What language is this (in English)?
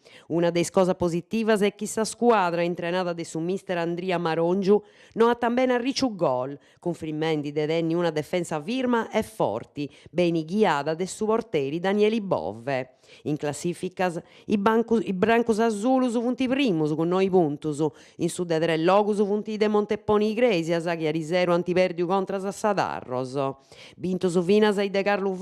Sardinian